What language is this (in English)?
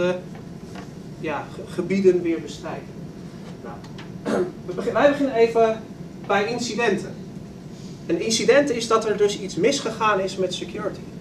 Dutch